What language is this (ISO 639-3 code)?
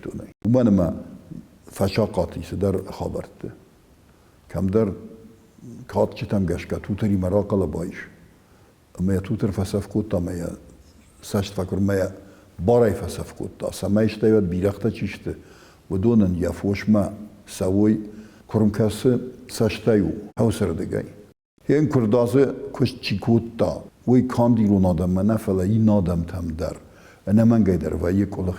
oss